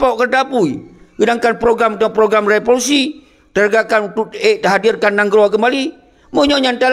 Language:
Achinese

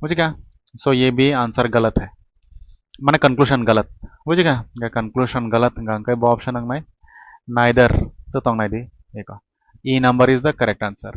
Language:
Kok Borok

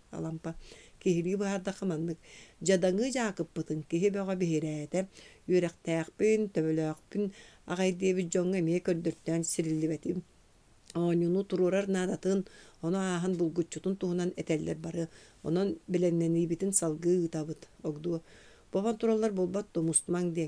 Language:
Yakut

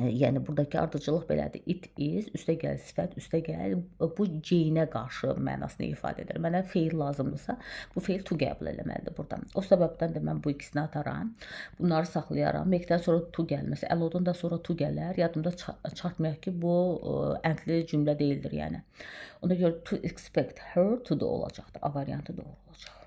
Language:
Azerbaijani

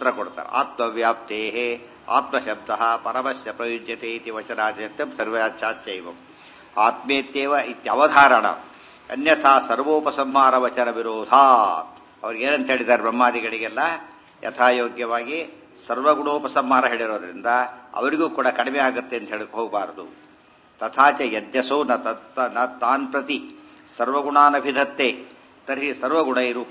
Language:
Kannada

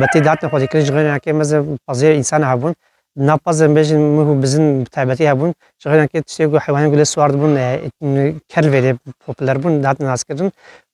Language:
Kurdish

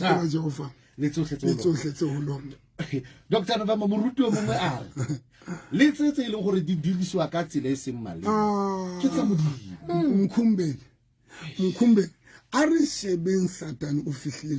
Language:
Southern Sotho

